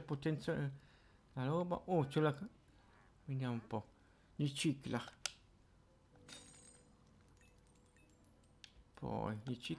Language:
Italian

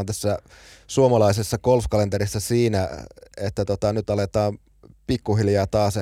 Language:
Finnish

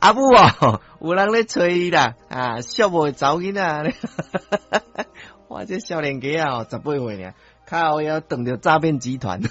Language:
Min Nan Chinese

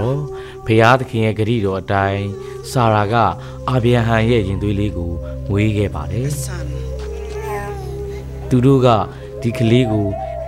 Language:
Burmese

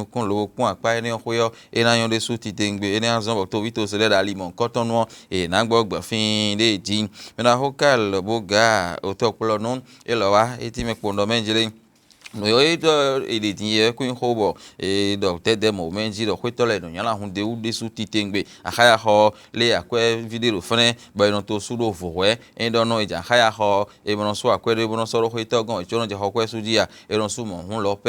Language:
Fon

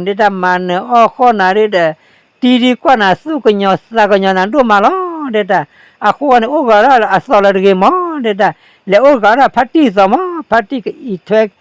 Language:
S'gaw Karen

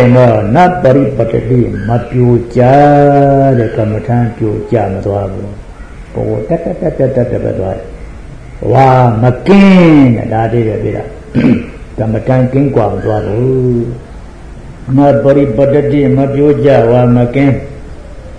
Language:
Burmese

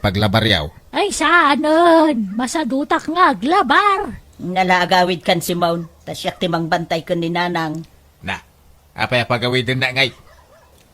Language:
Iloko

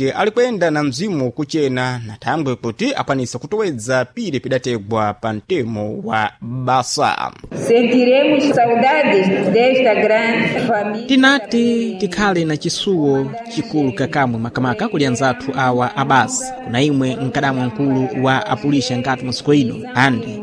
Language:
Sena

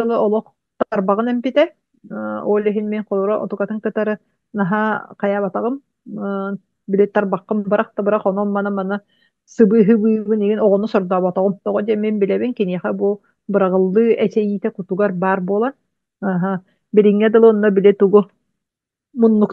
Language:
Yakut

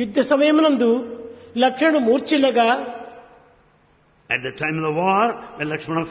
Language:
Telugu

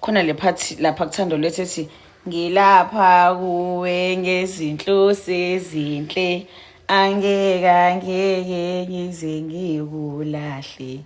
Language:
Zulu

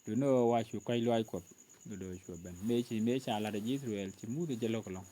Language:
Nuer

